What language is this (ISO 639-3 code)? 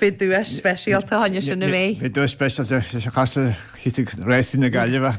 gle